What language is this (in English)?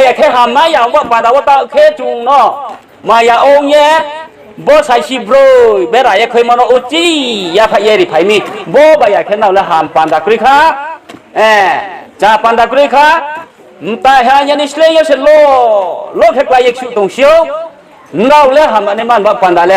Riang (India)